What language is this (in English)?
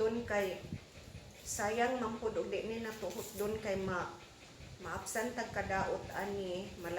Cebuano